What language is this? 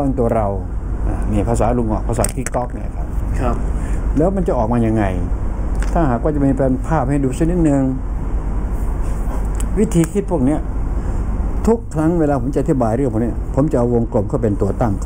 Thai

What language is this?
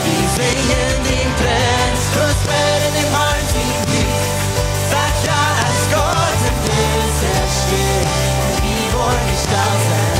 Plautdietsch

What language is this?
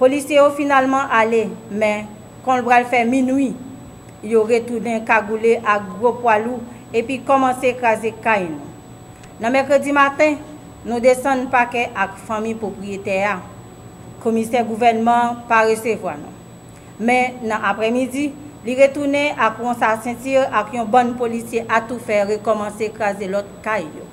Haitian Creole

